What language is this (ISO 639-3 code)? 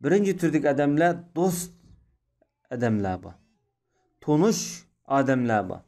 uig